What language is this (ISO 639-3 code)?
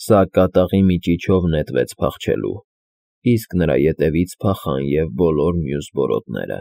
hye